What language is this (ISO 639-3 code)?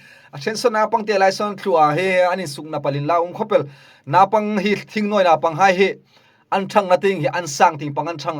hmr